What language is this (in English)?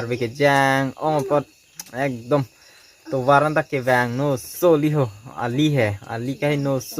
Karbi